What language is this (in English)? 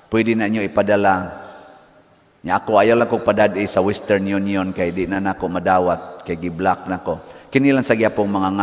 Cebuano